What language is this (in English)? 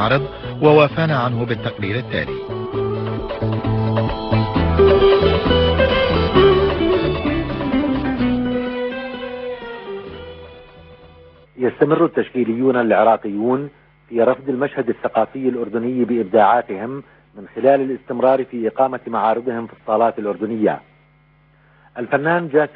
Arabic